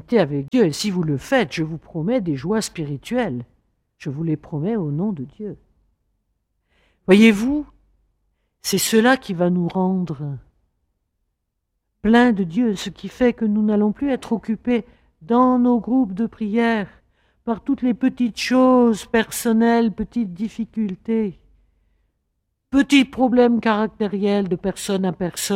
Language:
French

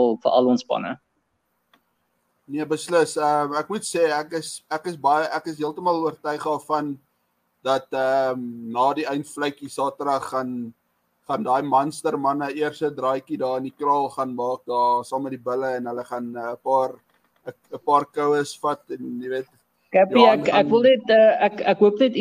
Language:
Afrikaans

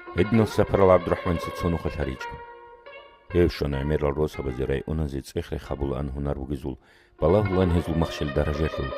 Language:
Avaric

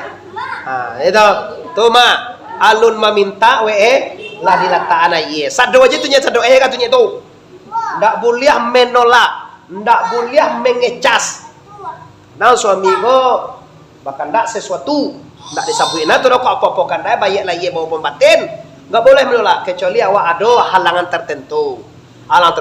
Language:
Minangkabau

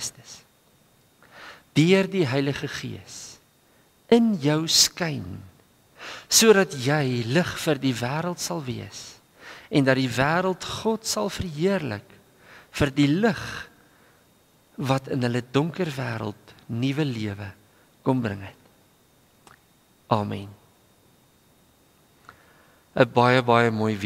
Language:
Afrikaans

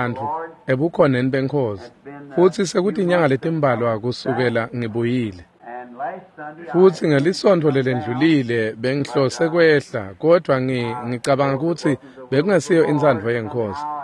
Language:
Swati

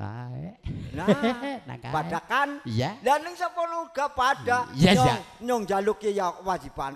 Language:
Javanese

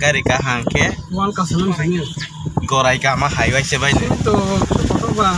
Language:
Kok Borok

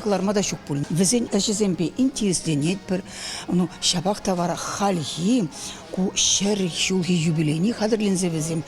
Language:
Chuvash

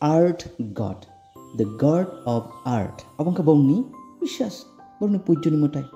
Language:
Kok Borok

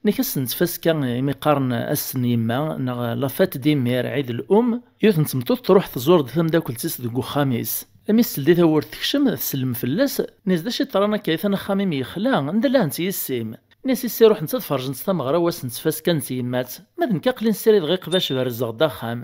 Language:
Kabyle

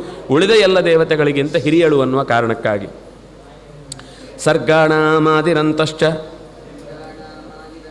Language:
Kannada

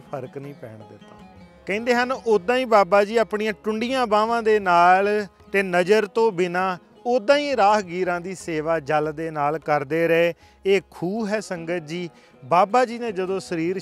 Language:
Punjabi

